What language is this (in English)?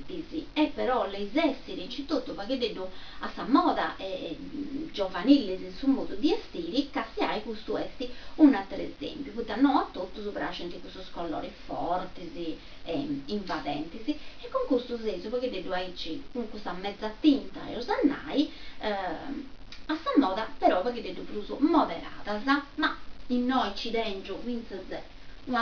Sardinian